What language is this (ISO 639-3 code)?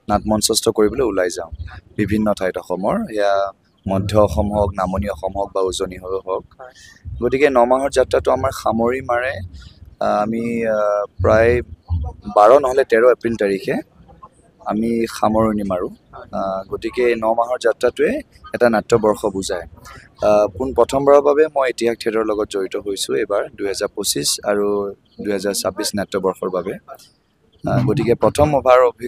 asm